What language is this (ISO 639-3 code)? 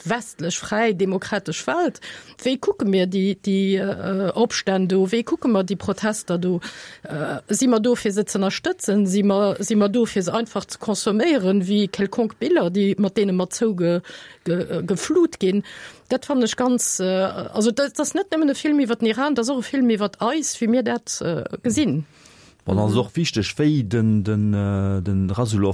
ltz